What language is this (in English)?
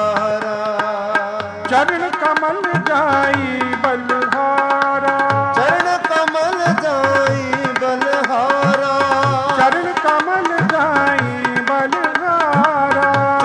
Punjabi